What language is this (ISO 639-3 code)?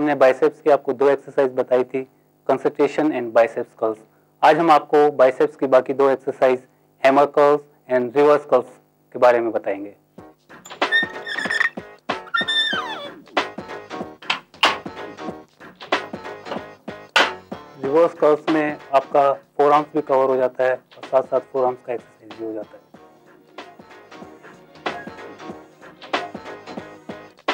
hin